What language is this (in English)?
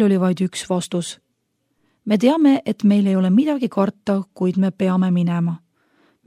Estonian